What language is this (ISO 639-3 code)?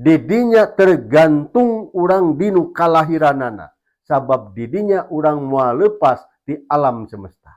sun